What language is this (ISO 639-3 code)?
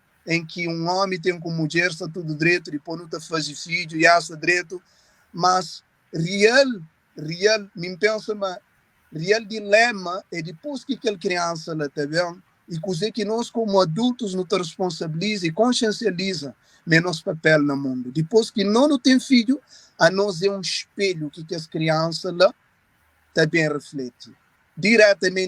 kea